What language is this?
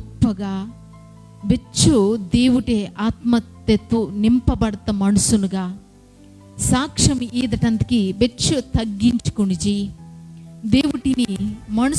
Koya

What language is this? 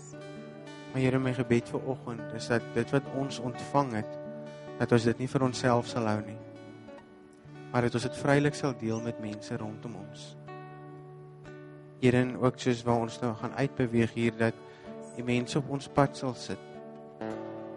Afrikaans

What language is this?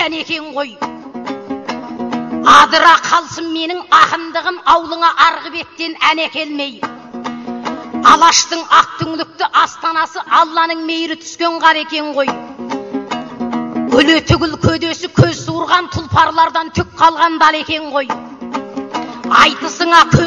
Kazakh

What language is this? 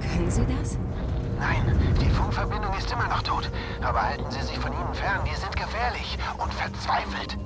Bavarian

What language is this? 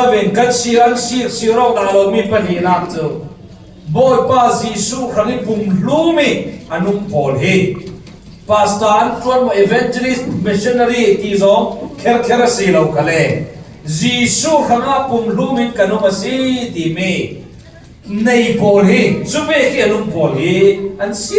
Falam Chin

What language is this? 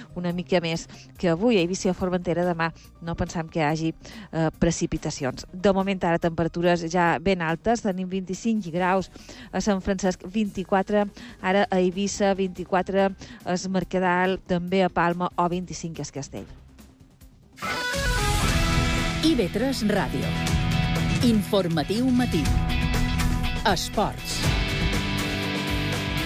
Catalan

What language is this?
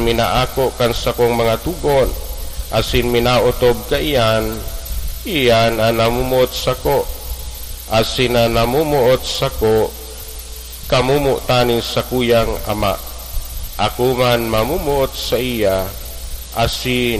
Bikol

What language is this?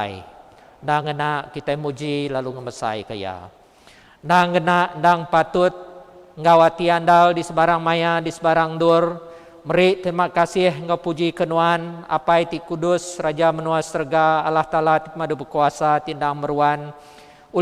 Iban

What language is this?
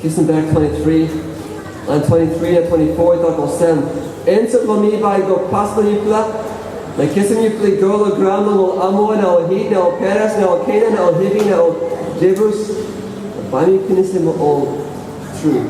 Tok Pisin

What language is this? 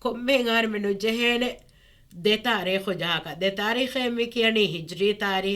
Divehi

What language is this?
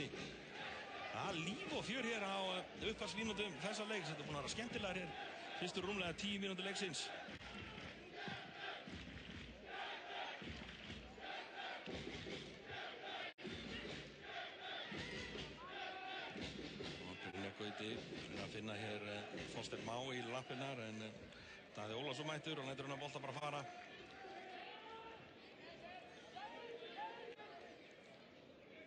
Icelandic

